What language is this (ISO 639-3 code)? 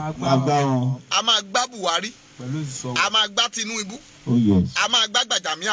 yor